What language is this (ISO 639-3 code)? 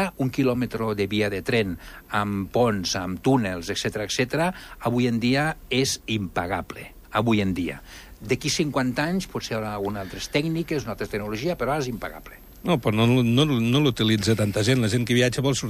cat